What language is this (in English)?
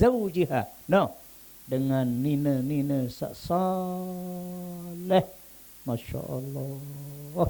Sasak